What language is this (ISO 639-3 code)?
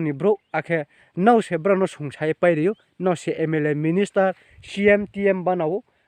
ria